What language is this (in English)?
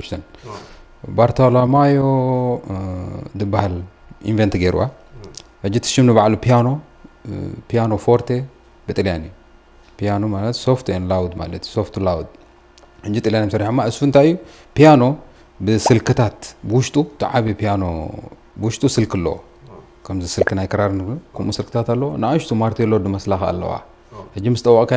Tigrinya